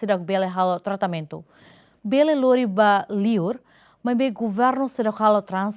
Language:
Tetum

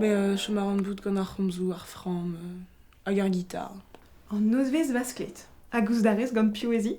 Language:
Breton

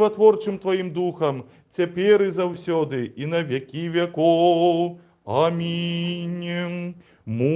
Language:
Belarusian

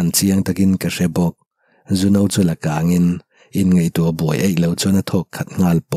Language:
Mizo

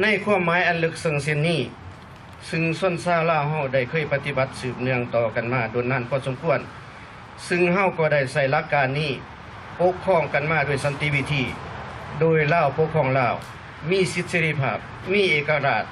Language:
Lao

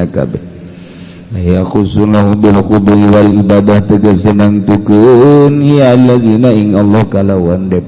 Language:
Sundanese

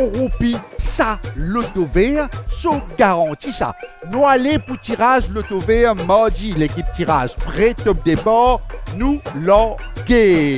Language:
Morisyen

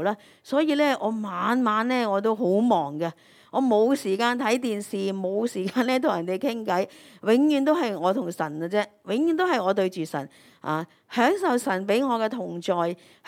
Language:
Cantonese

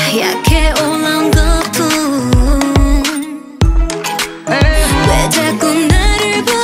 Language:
Korean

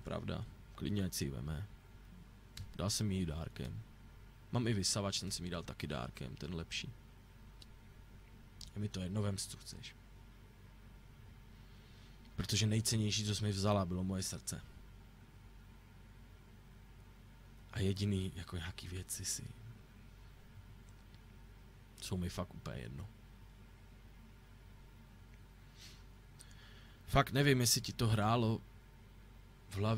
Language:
Czech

